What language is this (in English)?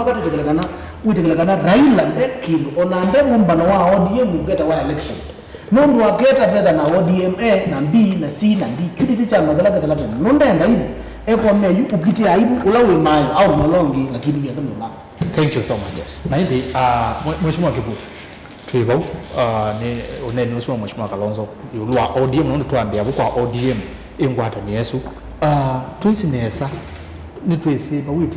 Kamba